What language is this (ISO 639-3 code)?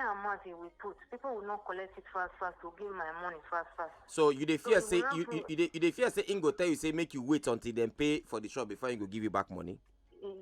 pcm